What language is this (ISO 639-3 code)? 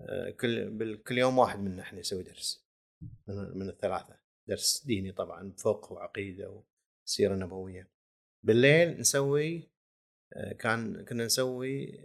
afb